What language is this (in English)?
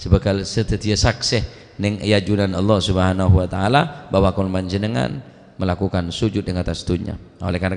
Madurese